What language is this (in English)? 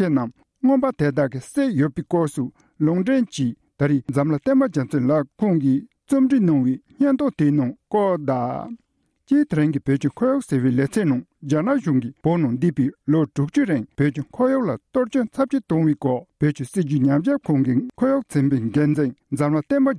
Tibetan